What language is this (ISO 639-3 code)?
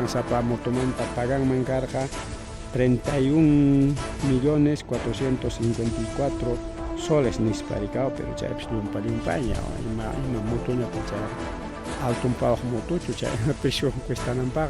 quy